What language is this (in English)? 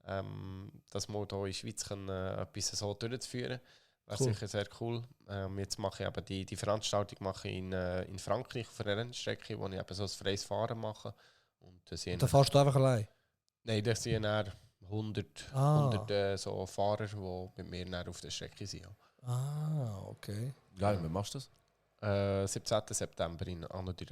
Swiss German